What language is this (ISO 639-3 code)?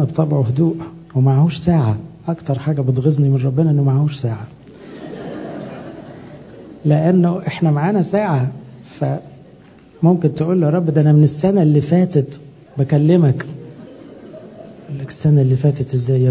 arz